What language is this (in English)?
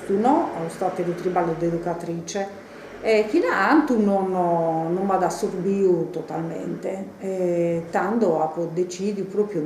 Sardinian